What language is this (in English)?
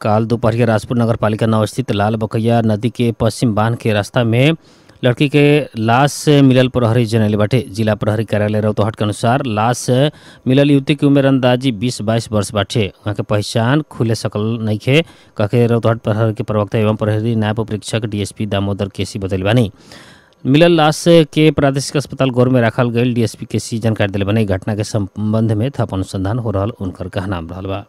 Bhojpuri